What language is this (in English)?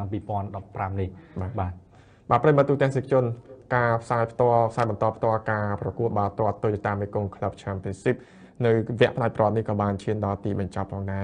Khmer